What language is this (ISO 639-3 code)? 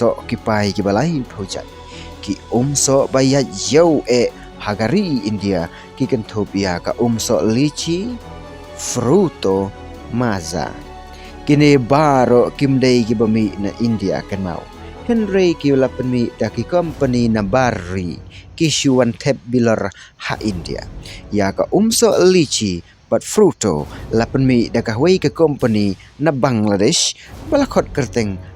kha